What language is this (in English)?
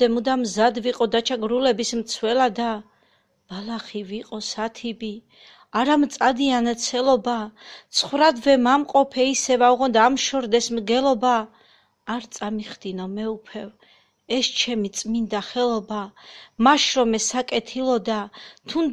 Georgian